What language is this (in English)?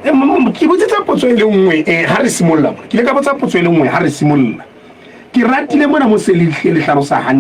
Southern Sotho